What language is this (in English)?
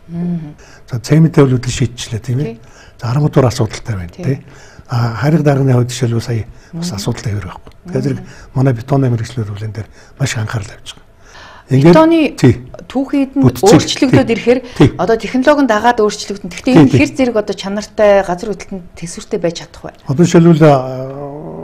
Mongolian